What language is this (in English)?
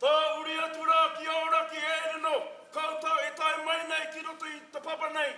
Māori